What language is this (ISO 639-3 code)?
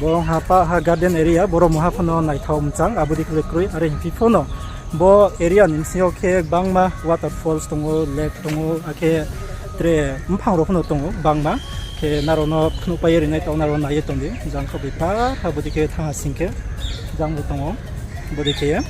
ria